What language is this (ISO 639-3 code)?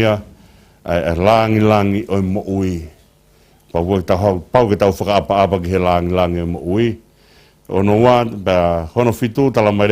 ton